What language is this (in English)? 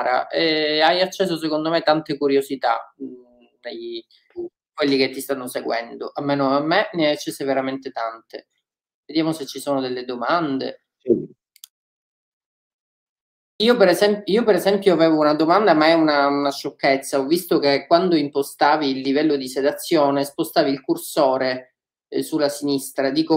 Italian